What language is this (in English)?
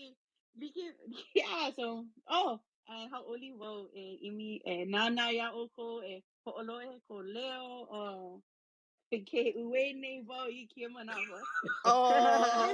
Hawaiian